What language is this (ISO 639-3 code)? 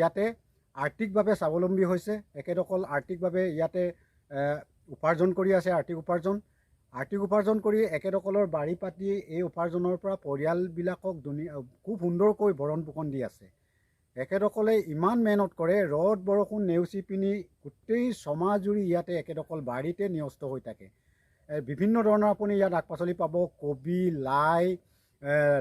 asm